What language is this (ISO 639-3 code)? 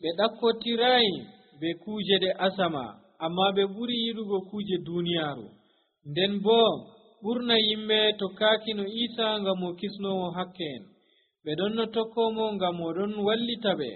fuv